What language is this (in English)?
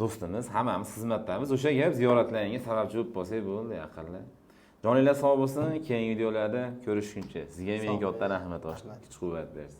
Uzbek